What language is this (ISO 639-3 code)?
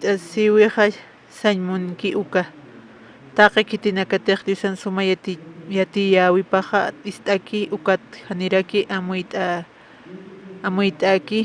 aym